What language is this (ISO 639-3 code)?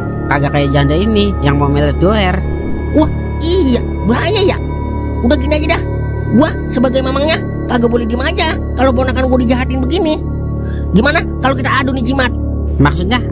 bew